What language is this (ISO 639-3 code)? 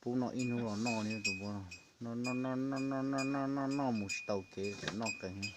hmn